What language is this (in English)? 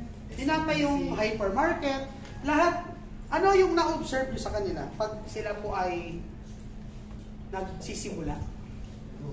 Filipino